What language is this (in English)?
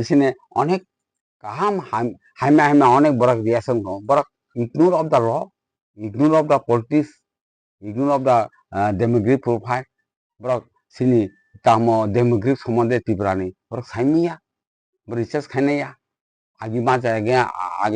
Kok Borok